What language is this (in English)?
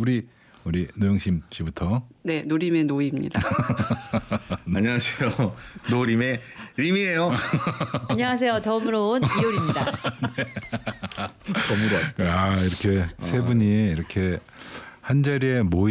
Korean